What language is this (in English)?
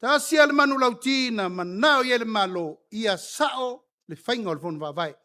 Samoan